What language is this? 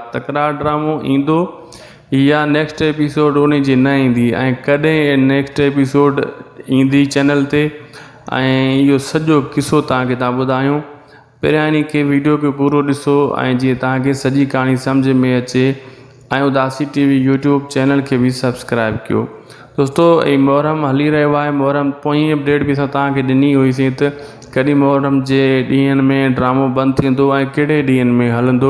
Sindhi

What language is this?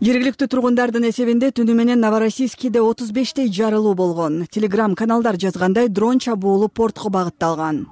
Kyrgyz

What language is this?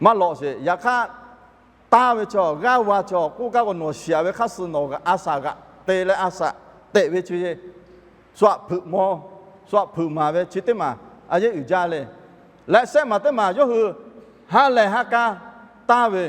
Lahu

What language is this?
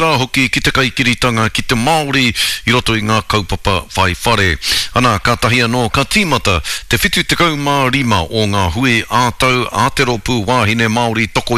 Māori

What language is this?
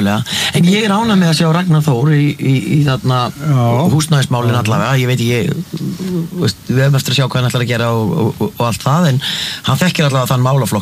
Icelandic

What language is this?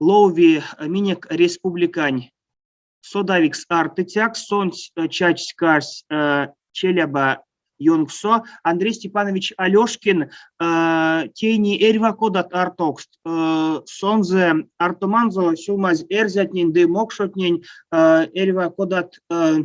Erzya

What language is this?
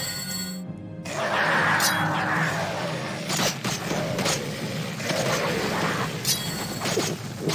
Hungarian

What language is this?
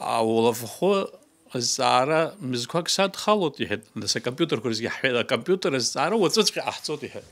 Abkhazian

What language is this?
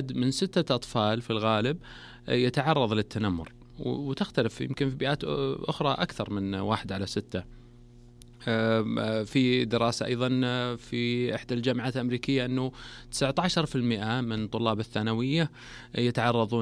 Arabic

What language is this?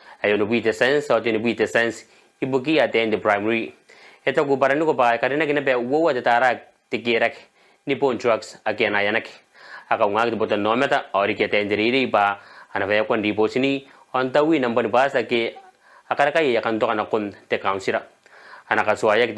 Gilbertese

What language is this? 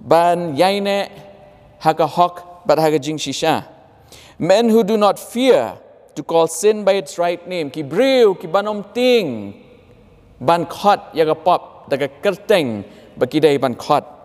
Khasi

